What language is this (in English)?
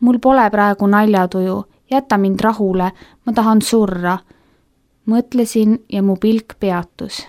Estonian